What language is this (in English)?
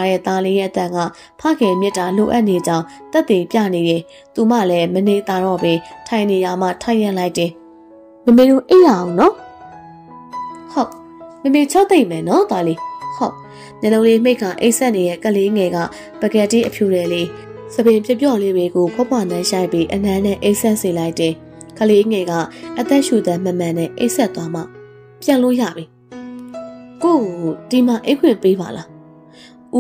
Burmese